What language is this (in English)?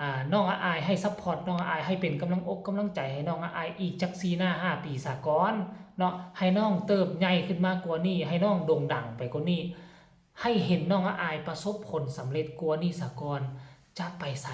Lao